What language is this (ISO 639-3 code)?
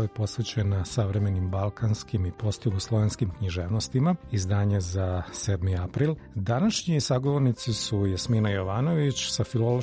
srp